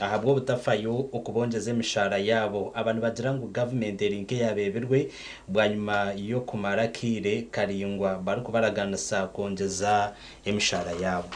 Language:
Nyankole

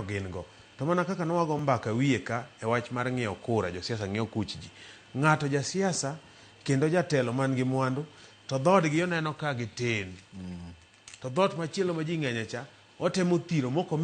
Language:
Luo (Kenya and Tanzania)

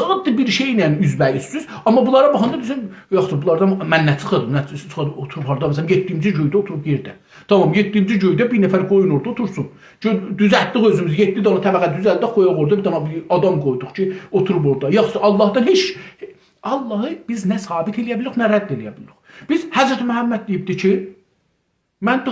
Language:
South Azerbaijani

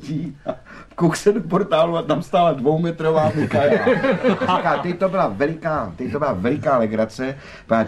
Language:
Czech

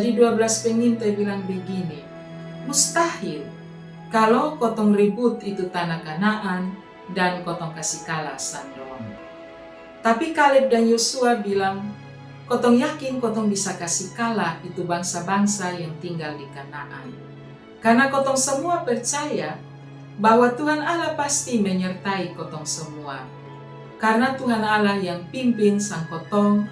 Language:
Kupang Malay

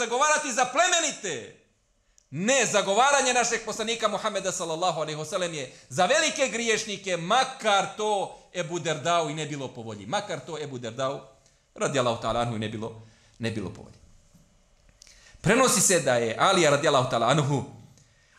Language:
Bosnian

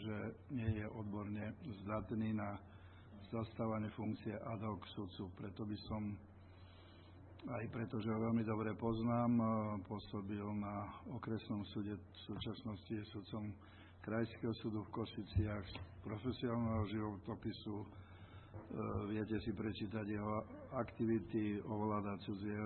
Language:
Slovak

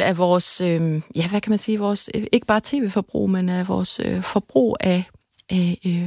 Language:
Danish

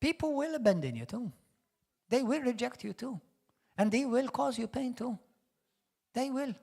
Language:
English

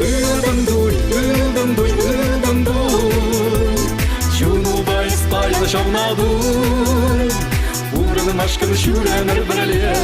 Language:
Chuvash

